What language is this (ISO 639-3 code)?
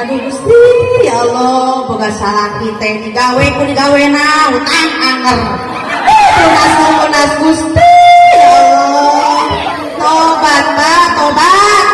sun